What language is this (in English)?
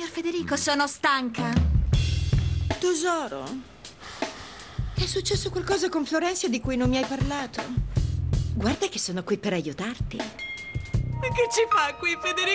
Italian